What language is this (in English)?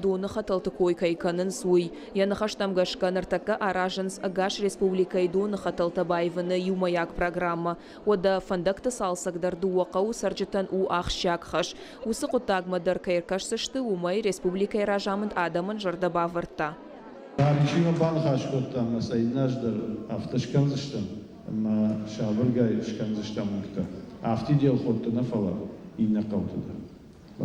Ossetic